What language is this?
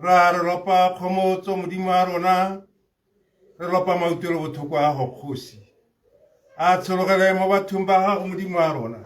Tswana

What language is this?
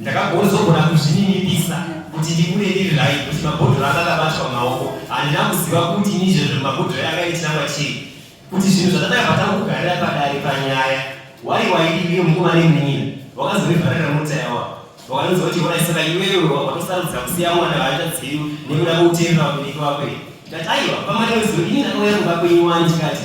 Shona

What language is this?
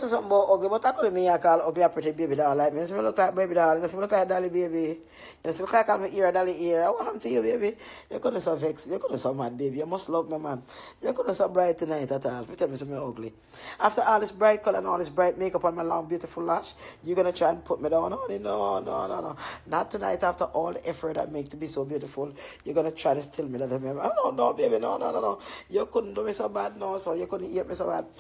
Jamaican Creole English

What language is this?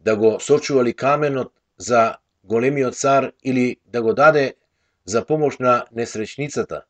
Macedonian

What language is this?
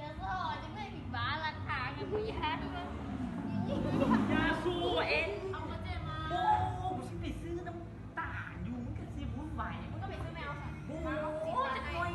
Lao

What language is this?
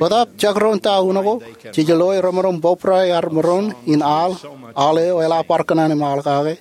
Marshallese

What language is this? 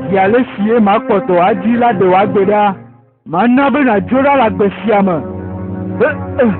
Ewe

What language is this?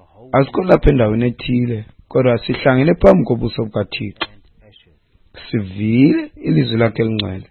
Xhosa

